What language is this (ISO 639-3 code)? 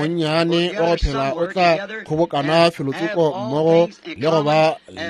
nso